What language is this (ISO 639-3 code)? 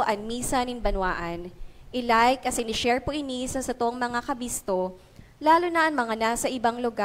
bik